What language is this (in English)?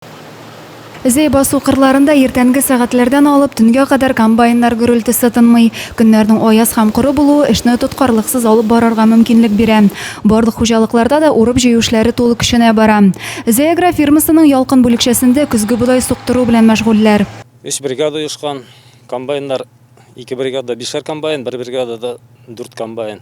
Tatar